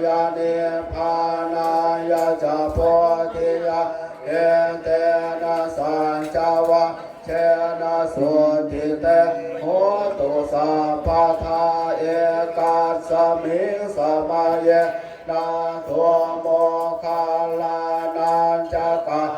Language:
Pali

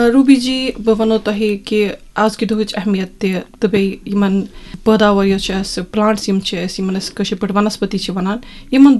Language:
Kashmiri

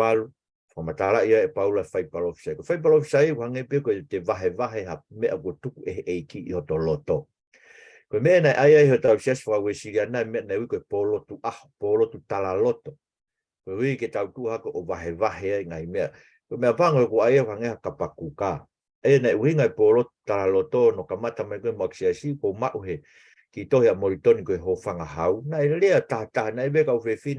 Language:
Tongan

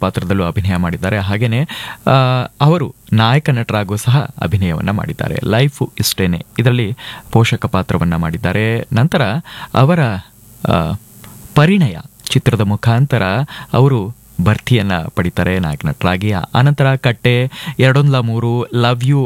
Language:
Kannada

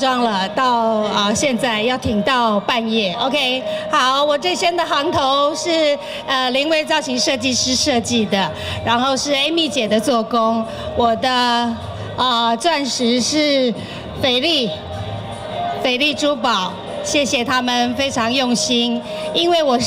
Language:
Chinese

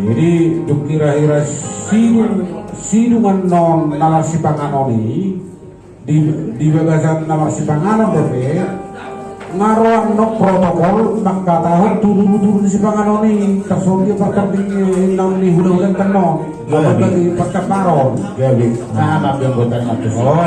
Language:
Batak Toba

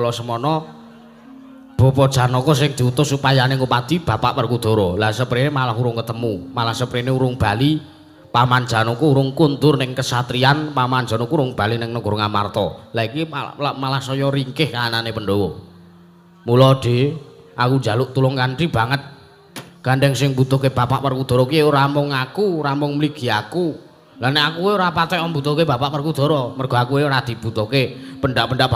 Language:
Javanese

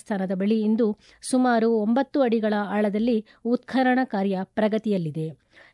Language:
Kannada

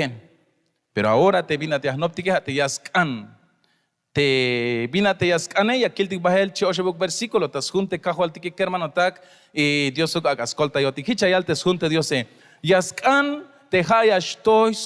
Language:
Tzeltal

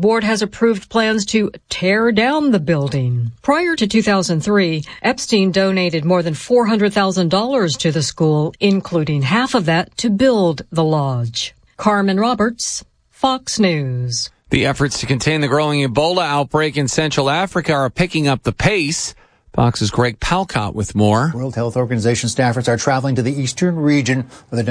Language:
English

